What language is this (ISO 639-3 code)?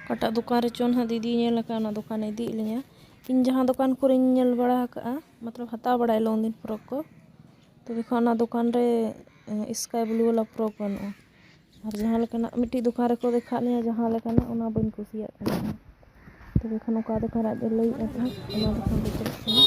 sat